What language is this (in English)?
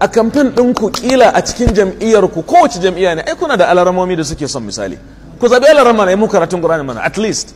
Hausa